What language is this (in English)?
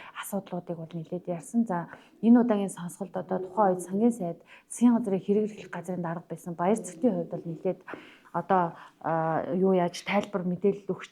Mongolian